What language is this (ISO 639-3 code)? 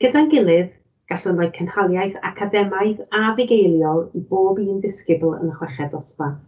cym